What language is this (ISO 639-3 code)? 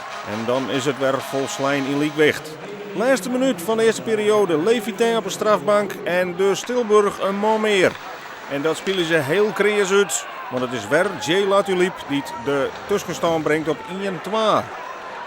fry